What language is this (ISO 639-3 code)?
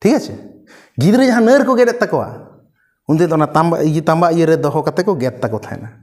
sat